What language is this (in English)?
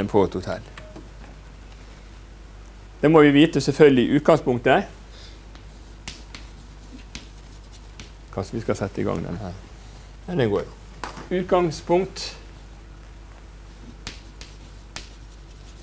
Norwegian